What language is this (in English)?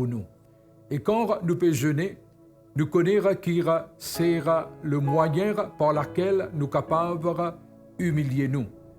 Morisyen